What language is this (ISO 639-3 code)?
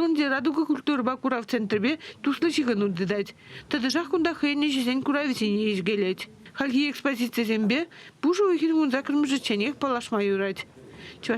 chv